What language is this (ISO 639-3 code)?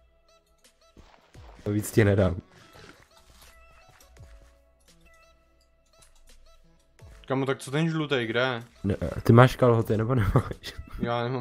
ces